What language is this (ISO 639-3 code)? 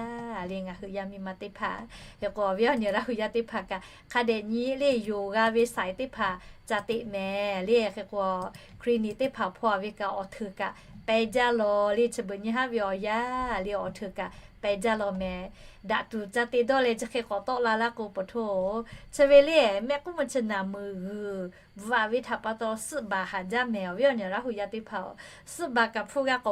lhu